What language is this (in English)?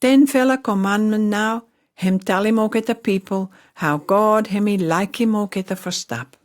Pijin